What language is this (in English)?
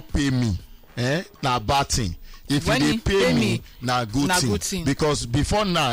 Nigerian Pidgin